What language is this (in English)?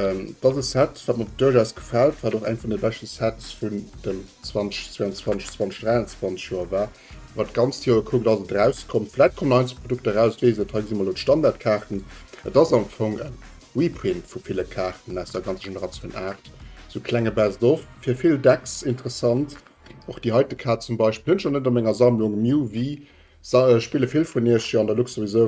Luxembourgish